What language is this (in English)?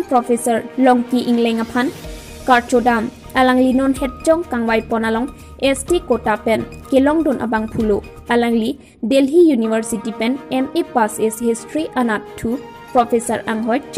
Karbi